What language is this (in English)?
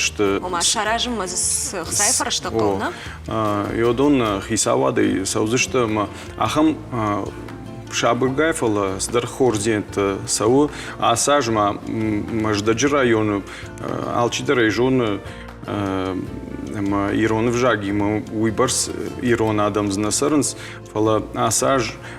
Ossetic